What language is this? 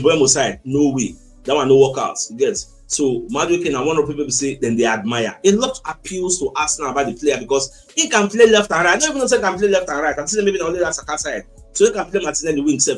Nigerian Pidgin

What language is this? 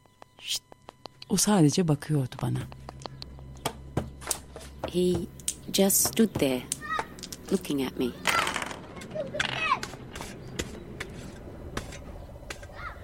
Turkish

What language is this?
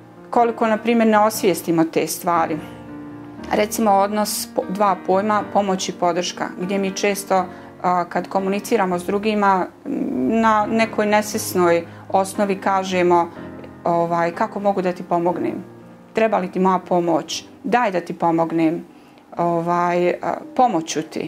Bosnian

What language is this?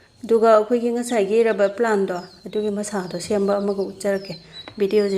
Manipuri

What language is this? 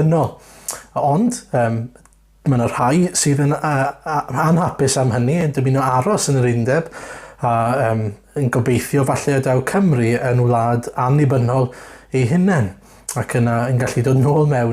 Welsh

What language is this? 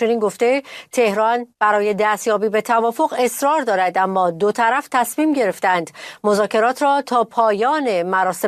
Persian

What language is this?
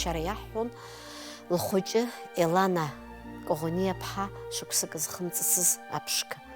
Abkhazian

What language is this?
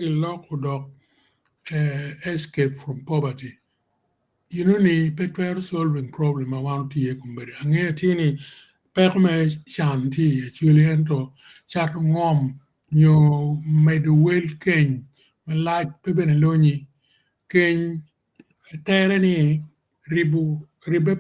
Acoli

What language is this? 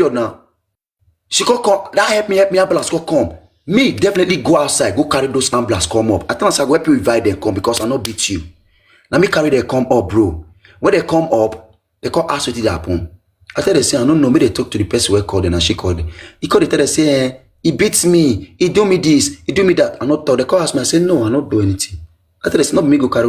Nigerian Pidgin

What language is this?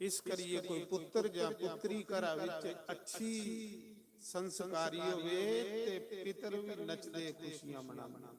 Dogri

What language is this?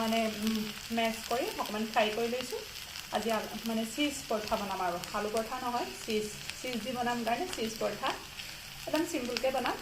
Assamese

